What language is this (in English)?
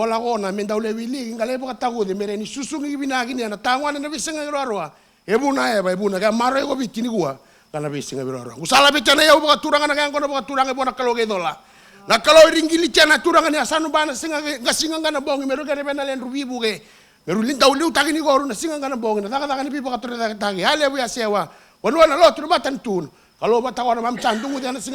Fijian